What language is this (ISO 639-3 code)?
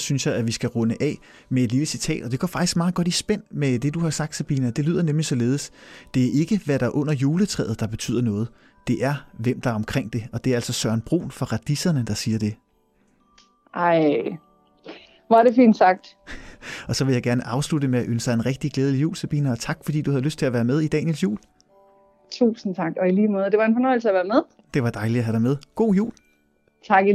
dan